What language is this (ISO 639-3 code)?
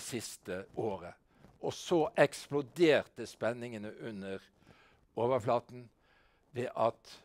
nor